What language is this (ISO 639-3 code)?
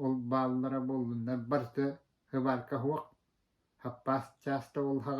sah